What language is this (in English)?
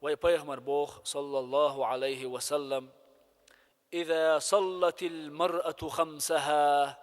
Chechen